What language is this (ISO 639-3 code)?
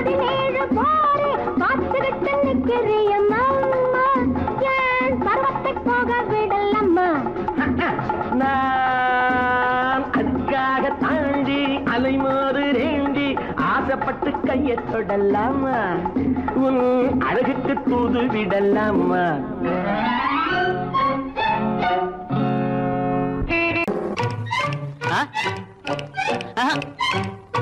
tam